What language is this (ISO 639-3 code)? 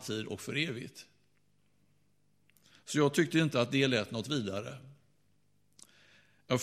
swe